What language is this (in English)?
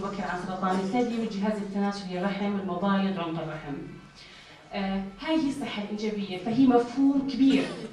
North Levantine Arabic